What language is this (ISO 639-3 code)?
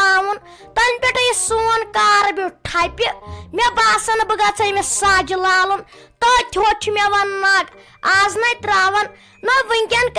kas